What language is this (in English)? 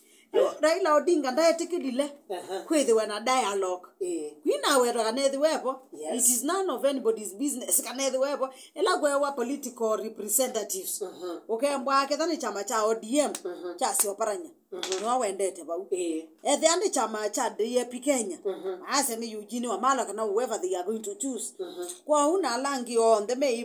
Kamba